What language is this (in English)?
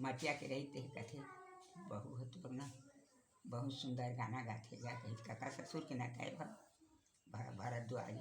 Chhattisgarhi